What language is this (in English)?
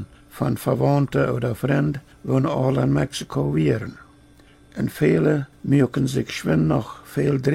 Plautdietsch